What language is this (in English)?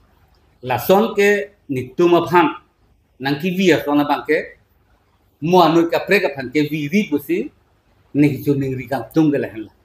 Karbi